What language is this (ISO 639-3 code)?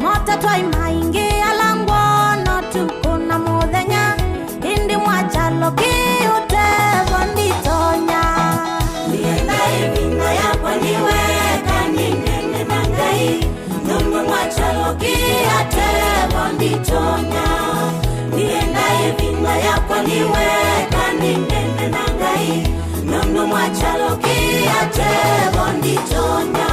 kam